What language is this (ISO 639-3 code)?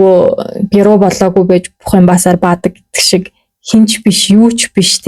mon